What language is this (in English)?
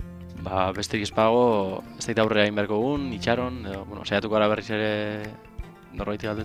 Basque